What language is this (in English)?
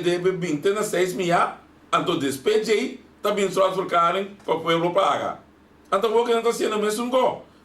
Papiamento